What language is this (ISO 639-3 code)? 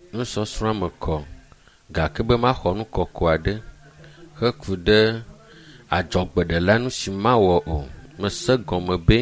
ewe